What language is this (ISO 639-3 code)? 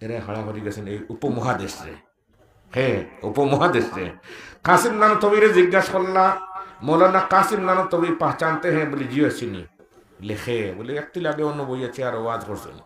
syl